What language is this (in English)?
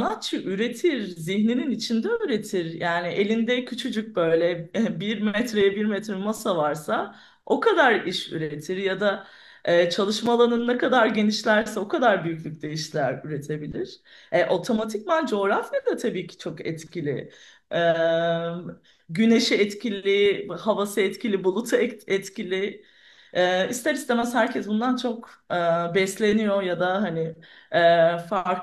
Turkish